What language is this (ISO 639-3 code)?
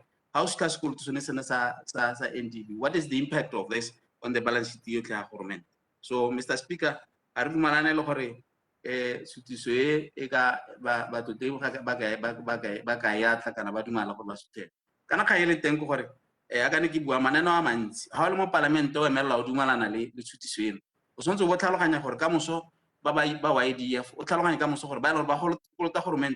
tsn